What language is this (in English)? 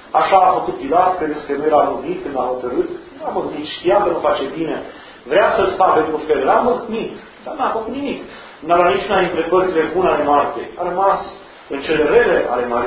Romanian